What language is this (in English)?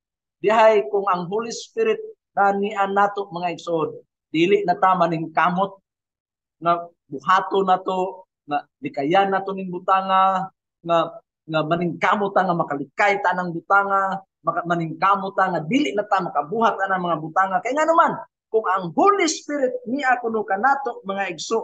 Cebuano